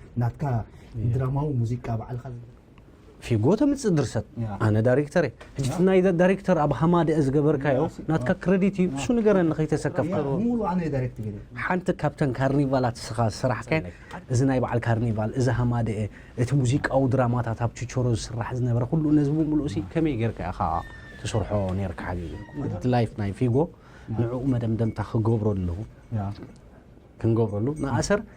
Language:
Tigrinya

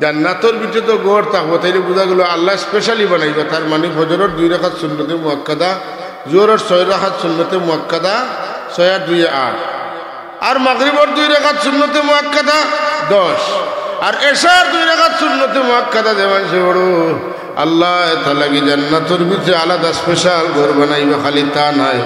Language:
Sylheti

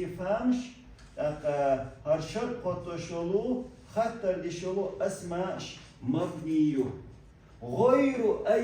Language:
Chechen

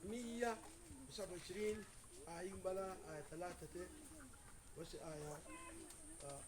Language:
Mabaan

